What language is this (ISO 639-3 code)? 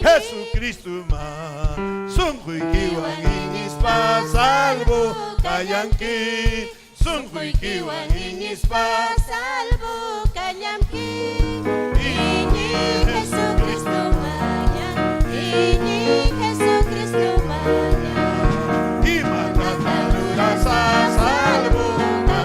quy